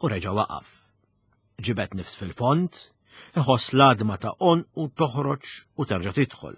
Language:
Maltese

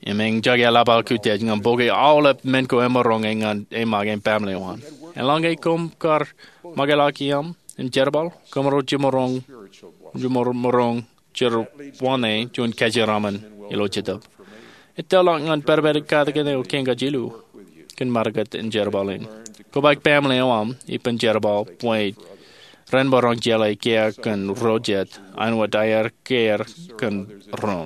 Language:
Marshallese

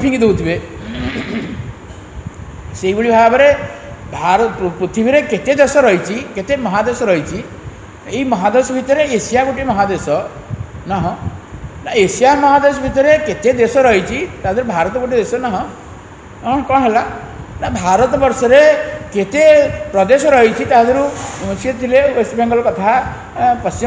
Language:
Odia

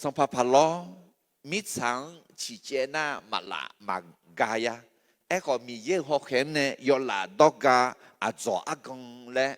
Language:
Akha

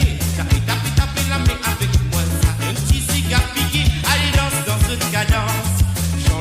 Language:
Morisyen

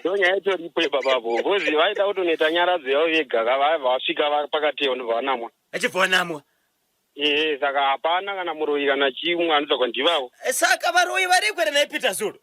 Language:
Shona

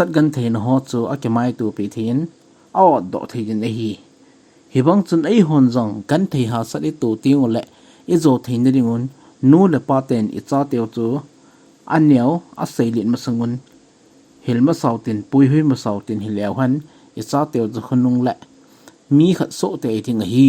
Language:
Thado Chin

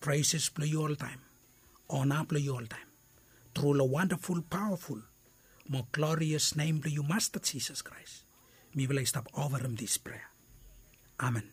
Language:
Bislama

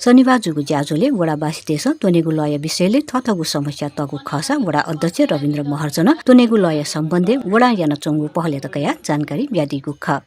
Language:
Newari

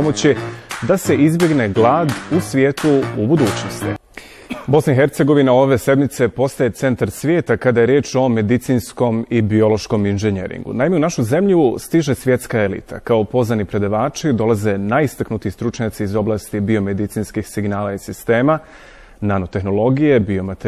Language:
Bosnian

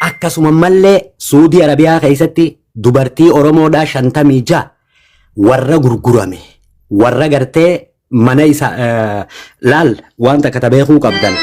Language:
Oromo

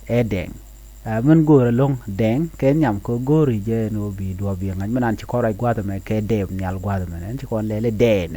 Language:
Nuer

